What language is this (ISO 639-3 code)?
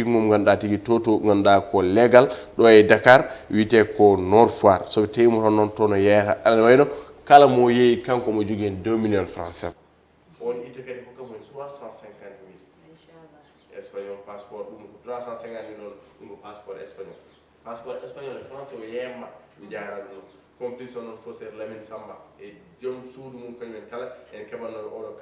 ful